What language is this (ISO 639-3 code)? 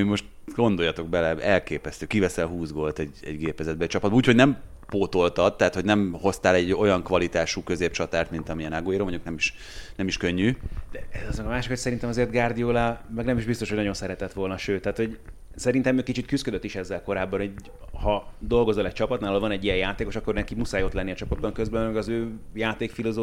hun